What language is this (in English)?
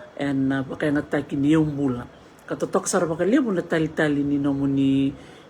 Fijian